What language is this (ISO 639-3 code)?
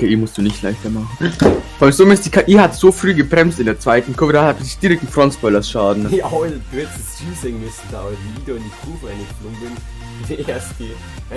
bar